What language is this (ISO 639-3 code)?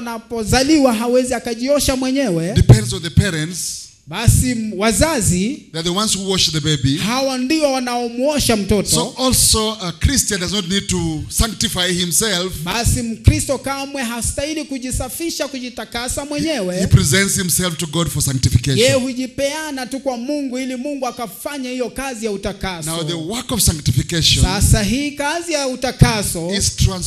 swa